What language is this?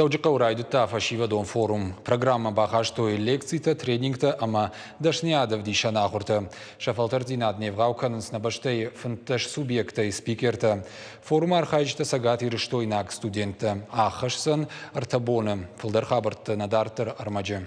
Ossetic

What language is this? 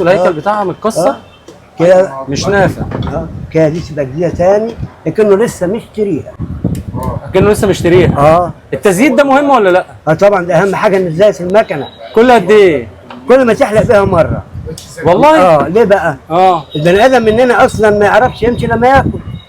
Egyptian Arabic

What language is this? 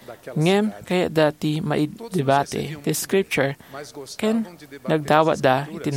Iloko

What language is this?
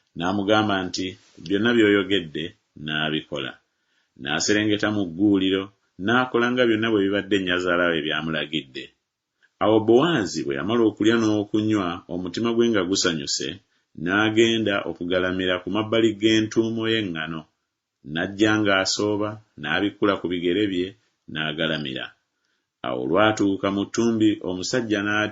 Ganda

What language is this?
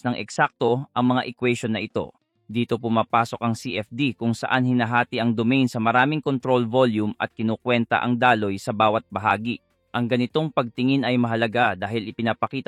Filipino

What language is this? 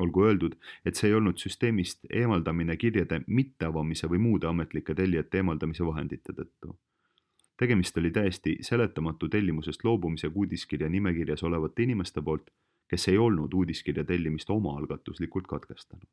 Estonian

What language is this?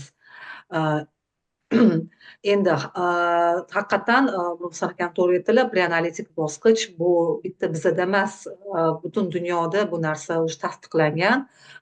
Uzbek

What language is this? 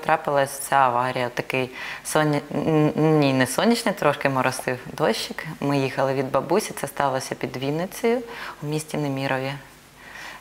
Ukrainian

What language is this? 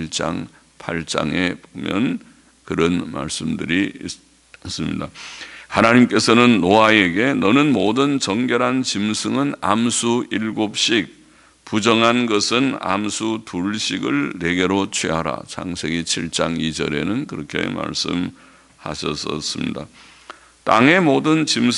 Korean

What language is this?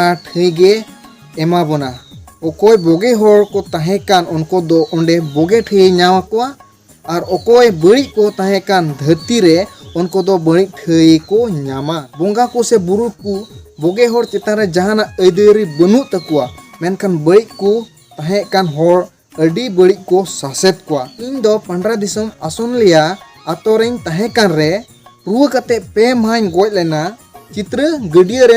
Santali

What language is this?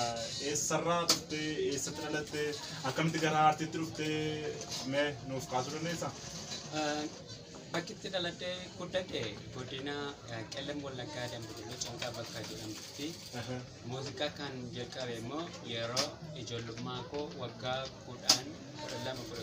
Oromo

